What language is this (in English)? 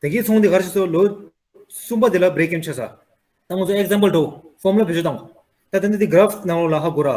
Tibetan